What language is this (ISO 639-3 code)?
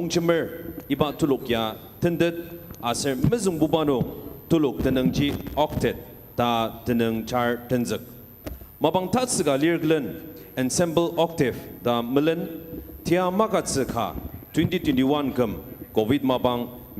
njo